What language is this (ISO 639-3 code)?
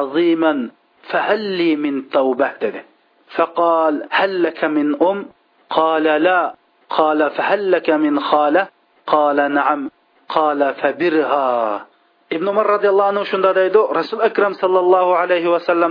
uig